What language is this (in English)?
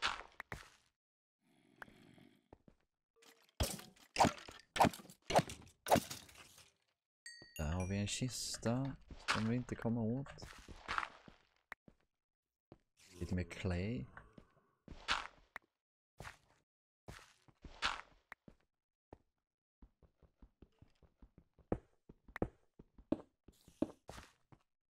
Swedish